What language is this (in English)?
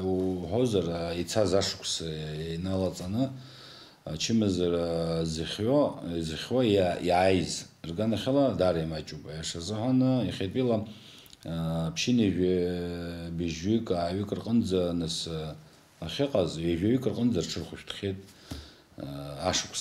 Abkhazian